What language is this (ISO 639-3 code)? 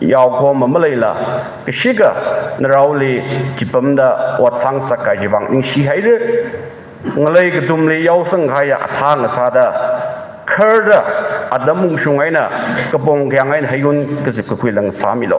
nmf